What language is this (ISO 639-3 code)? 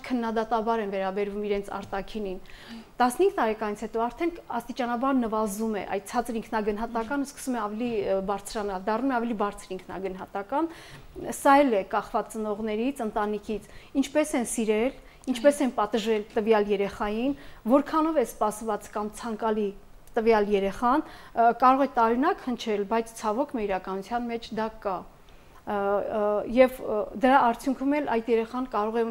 hye